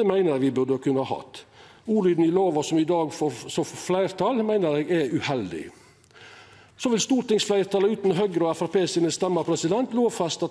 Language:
Norwegian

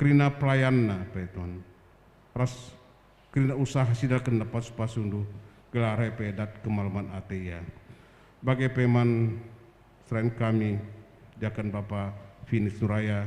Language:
Batak Karo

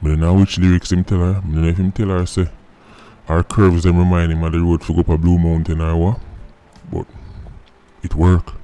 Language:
Jamaican Creole English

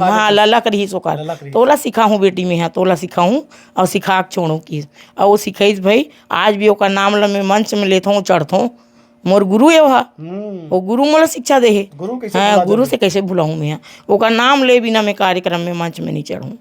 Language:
Chhattisgarhi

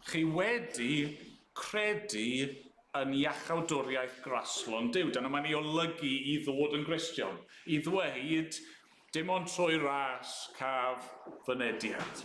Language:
Welsh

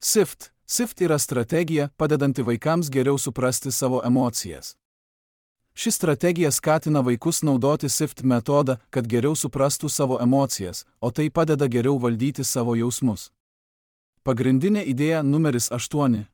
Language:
Lithuanian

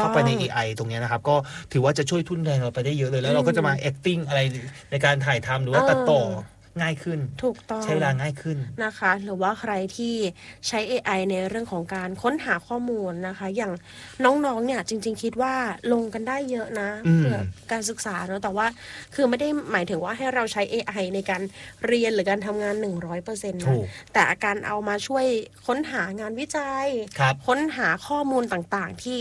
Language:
Thai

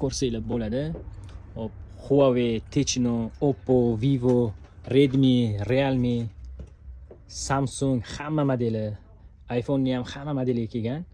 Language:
Uzbek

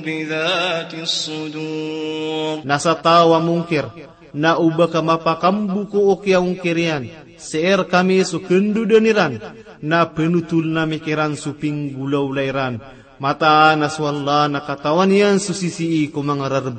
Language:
Maranao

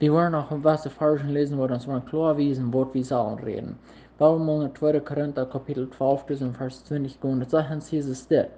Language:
Plautdietsch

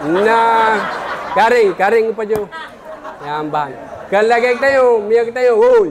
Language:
Achinese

